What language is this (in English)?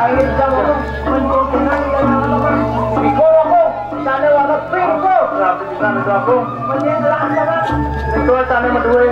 Balinese